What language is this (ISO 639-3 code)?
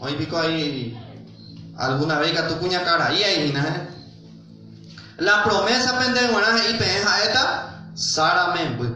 grn